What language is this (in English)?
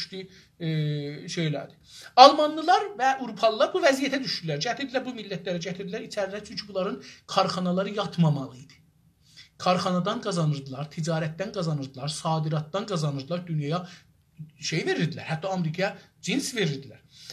South Azerbaijani